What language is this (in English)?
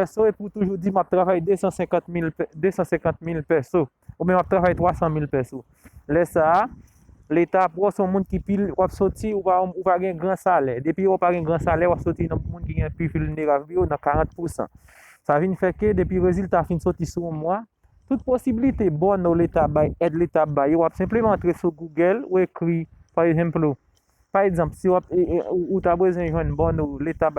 Haitian Creole